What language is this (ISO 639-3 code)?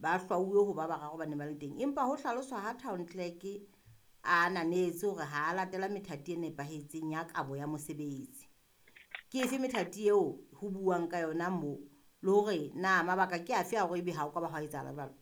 sot